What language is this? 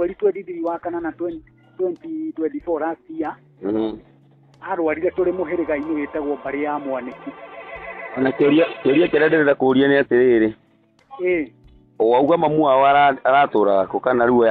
Kikuyu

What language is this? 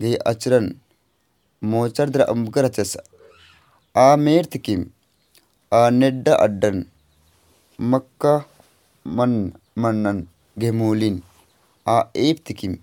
Kurukh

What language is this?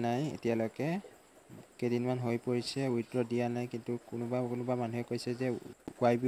Assamese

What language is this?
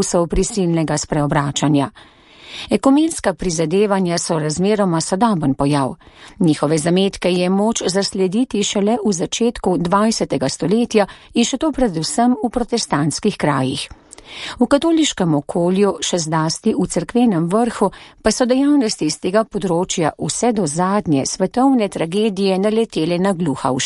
Slovenian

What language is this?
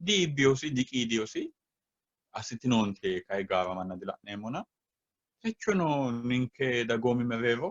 Sidamo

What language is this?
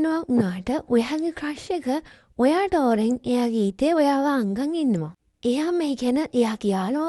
Sinhala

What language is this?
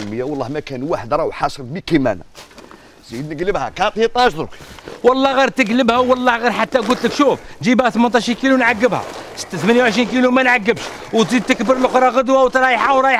Algerian Arabic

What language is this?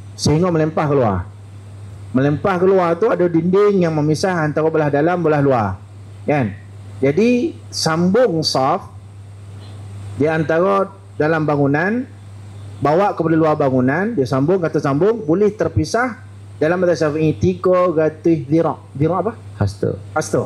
Malay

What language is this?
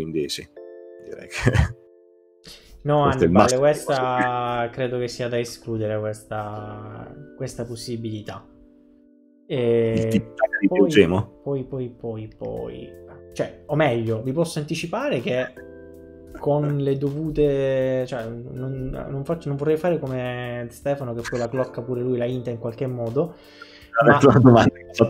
Italian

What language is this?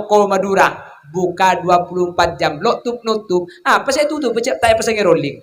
Madurese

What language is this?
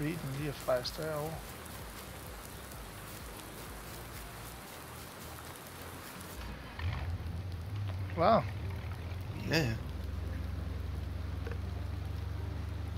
Danish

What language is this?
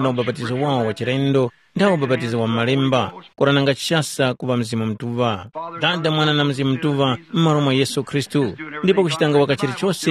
Tumbuka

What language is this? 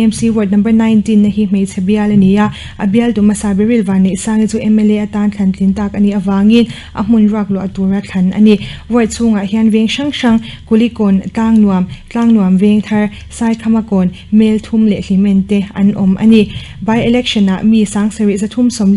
Mizo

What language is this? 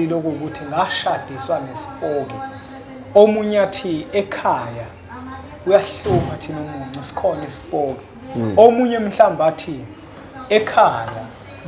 Zulu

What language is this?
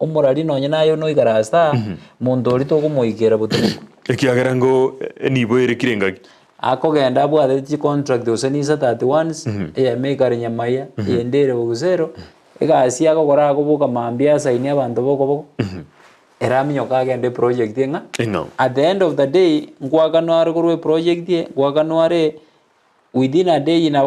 Gusii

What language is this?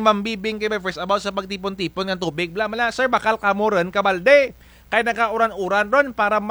Kinaray-a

